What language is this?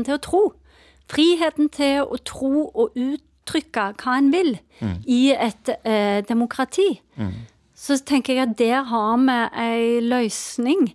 Norwegian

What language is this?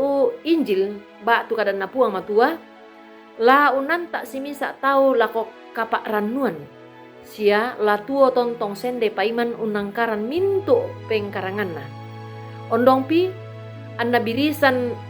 Toraja-Sa'dan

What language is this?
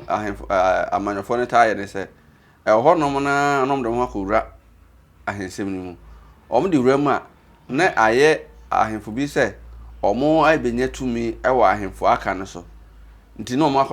Akan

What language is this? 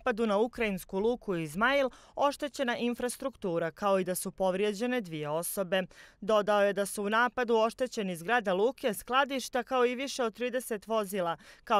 Bosnian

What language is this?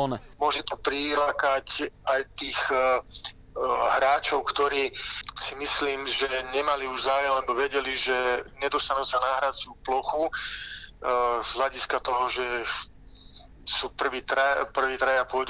Slovak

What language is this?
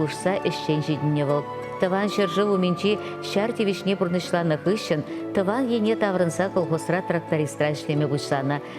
Chuvash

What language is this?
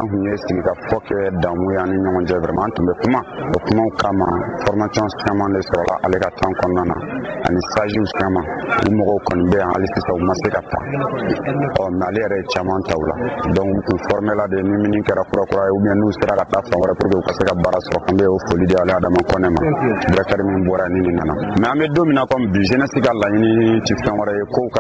Bambara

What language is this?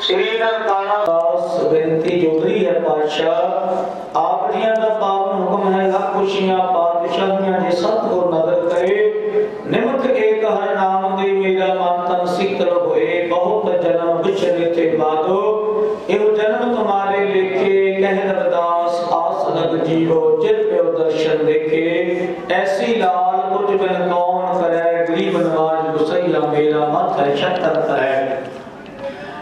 Punjabi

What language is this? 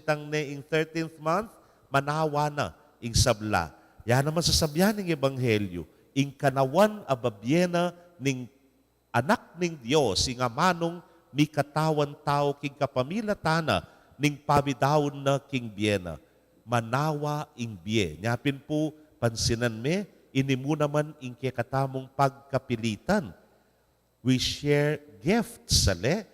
Pampanga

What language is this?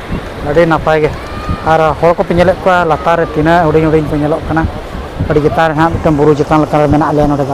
Santali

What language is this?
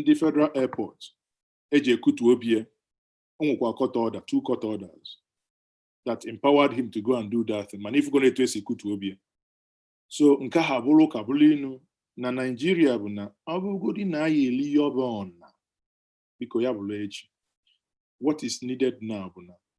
Igbo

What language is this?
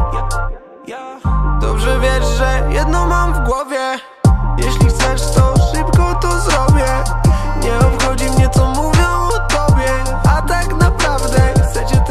Polish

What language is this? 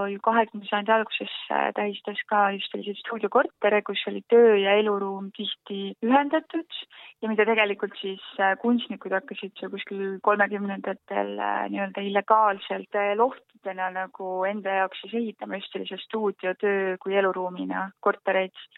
Estonian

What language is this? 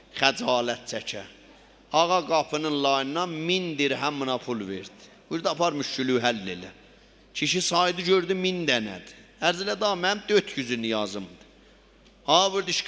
South Azerbaijani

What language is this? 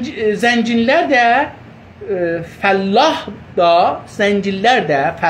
South Azerbaijani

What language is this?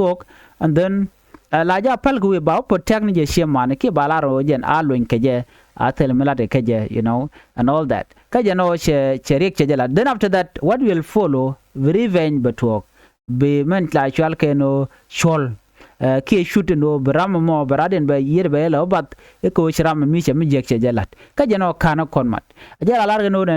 Nuer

